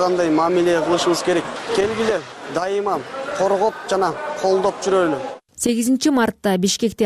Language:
Kyrgyz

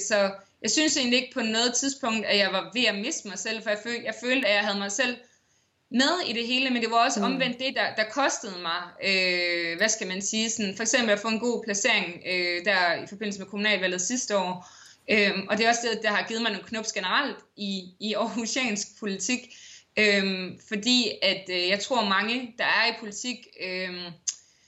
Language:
Danish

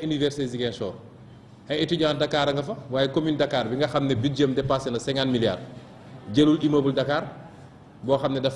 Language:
Wolof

